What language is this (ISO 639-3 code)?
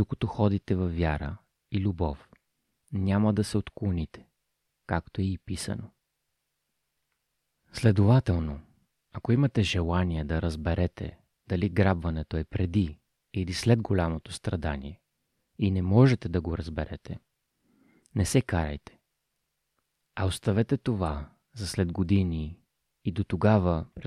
bul